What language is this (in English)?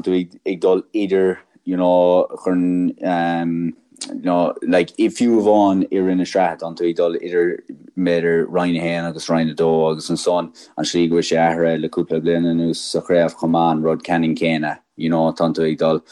Irish